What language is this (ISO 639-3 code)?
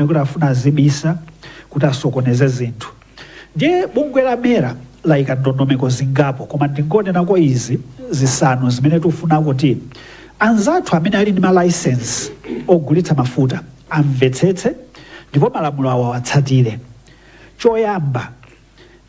nya